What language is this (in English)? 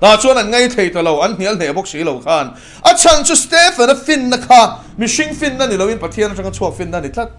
Mizo